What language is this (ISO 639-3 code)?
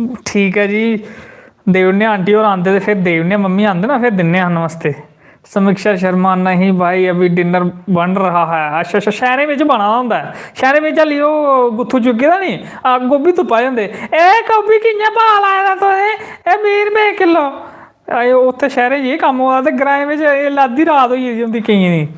doi